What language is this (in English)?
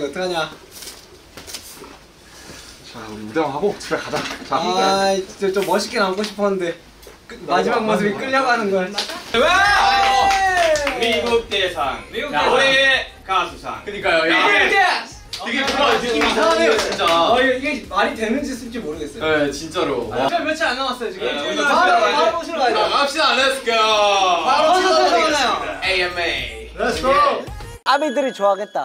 Korean